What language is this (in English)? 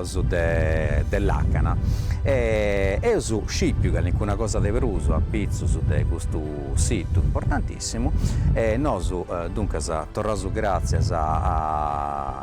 Sardinian